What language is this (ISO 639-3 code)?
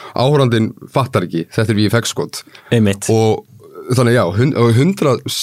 isl